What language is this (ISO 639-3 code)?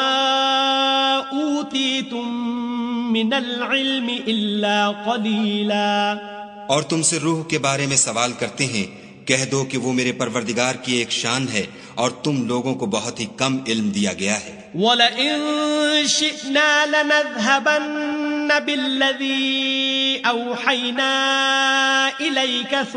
urd